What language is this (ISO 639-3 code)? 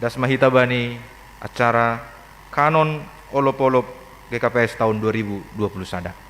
bts